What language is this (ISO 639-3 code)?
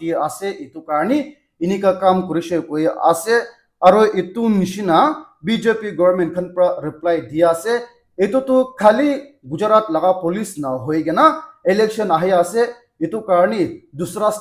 nag